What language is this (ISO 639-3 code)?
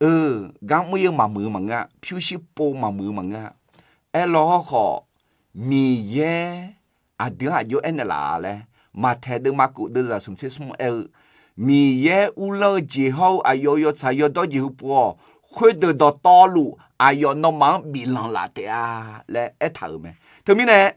ahk